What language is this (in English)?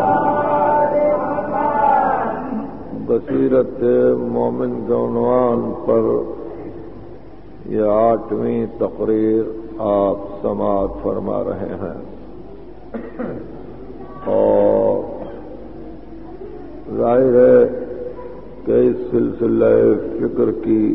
Urdu